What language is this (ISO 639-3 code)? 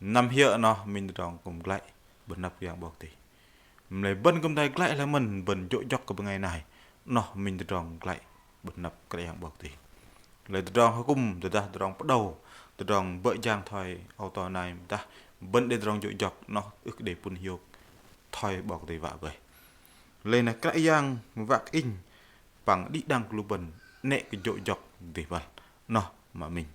bdq